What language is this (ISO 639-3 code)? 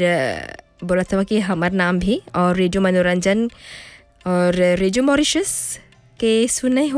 bho